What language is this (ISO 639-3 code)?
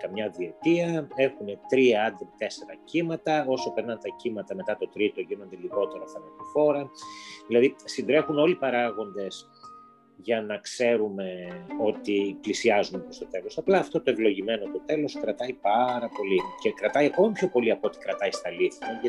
ell